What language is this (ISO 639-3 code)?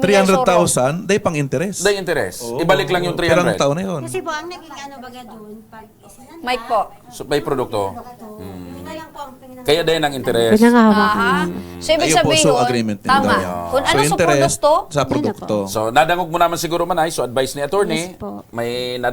bik